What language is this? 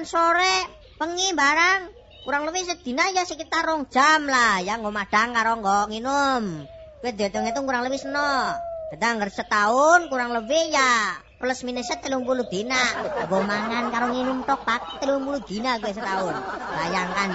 Javanese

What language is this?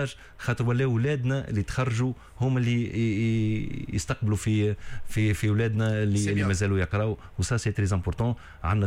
Tunisian Arabic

